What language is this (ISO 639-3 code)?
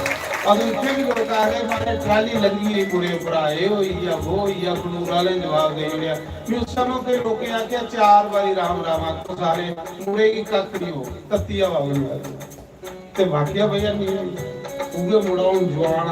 doi